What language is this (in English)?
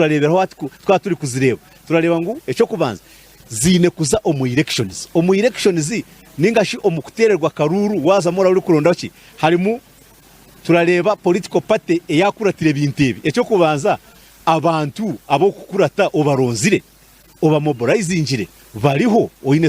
Nyankole